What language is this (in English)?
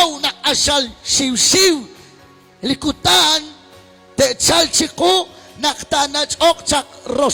Kekchí